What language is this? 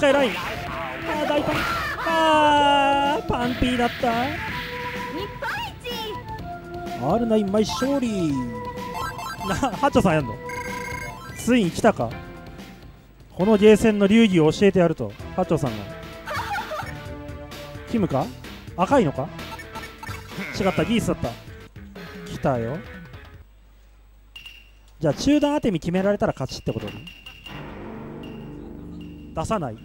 Japanese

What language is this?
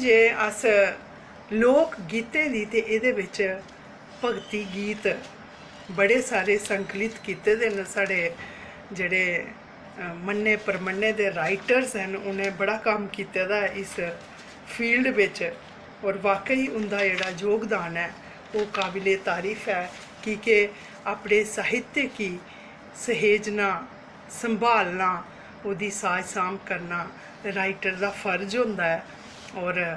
Dogri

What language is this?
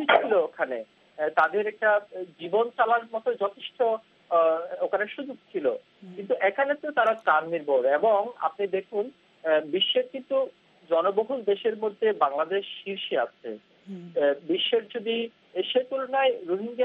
Bangla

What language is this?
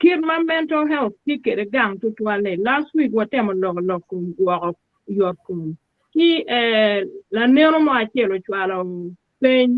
Acoli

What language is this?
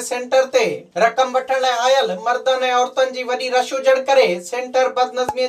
Sindhi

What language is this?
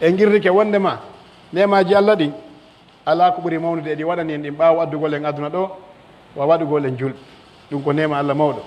Pular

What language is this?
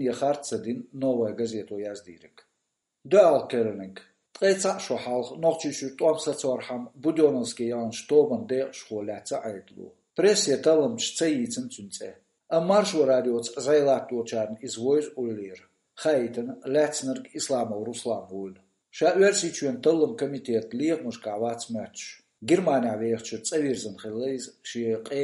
Chechen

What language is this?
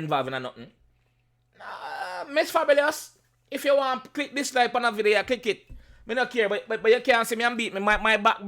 Jamaican Creole English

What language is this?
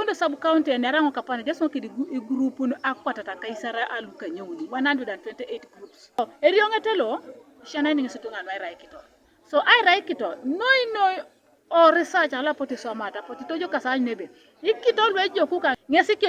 Teso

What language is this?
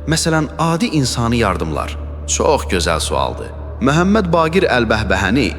Azerbaijani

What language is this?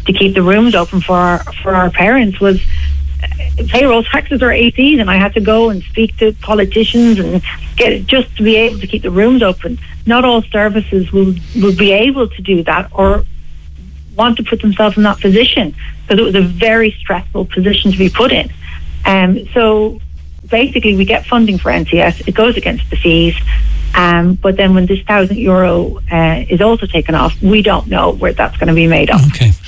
English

